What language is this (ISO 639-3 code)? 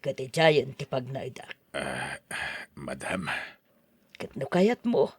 ilo